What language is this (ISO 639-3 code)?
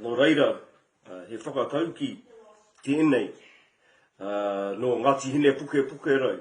mri